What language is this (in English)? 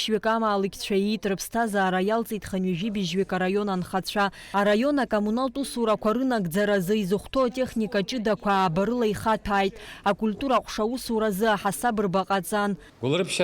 Abkhazian